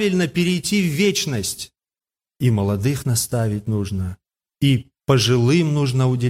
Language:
Russian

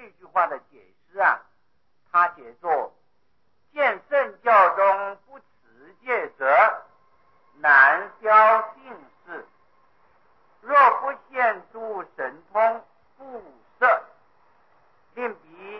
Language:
Chinese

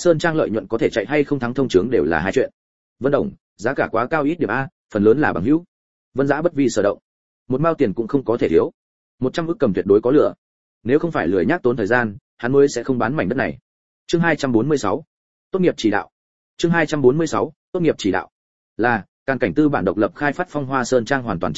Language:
Vietnamese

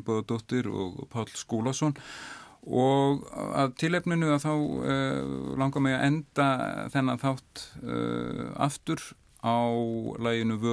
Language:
Icelandic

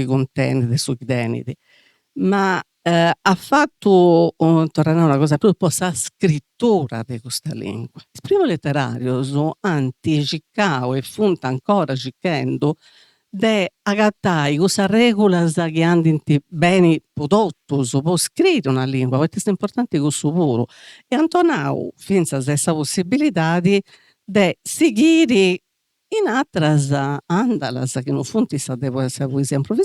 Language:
Sardinian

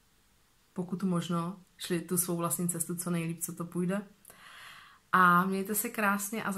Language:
Czech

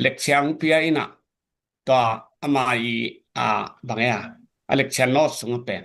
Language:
Tedim Chin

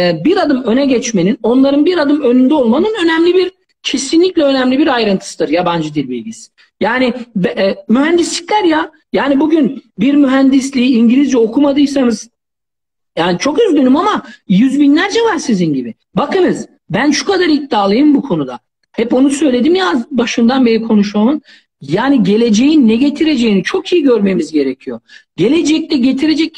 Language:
Turkish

